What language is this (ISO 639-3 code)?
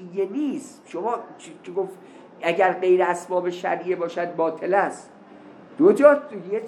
fas